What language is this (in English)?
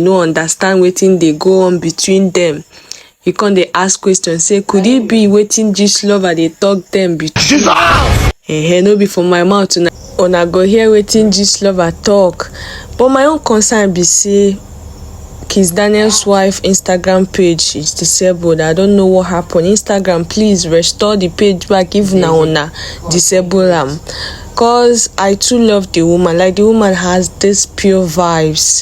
Nigerian Pidgin